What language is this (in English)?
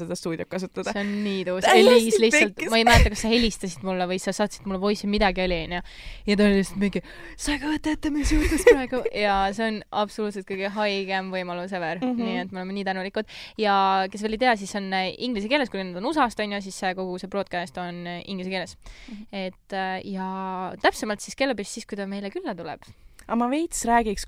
Estonian